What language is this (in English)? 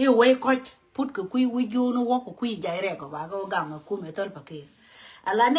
Nuer